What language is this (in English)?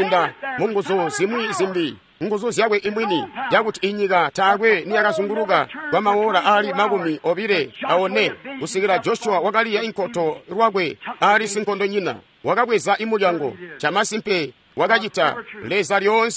Tonga (Zambia)